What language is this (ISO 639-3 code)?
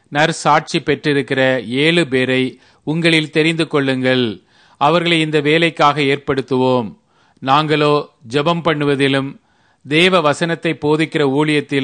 tam